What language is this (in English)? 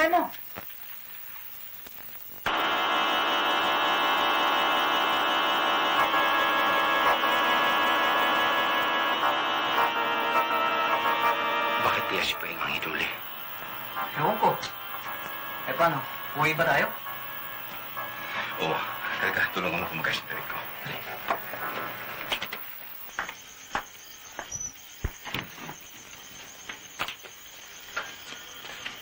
Filipino